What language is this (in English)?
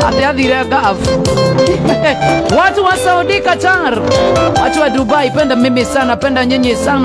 Kikuyu